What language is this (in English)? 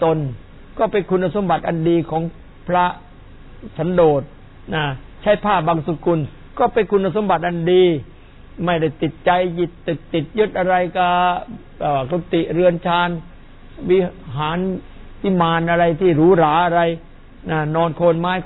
Thai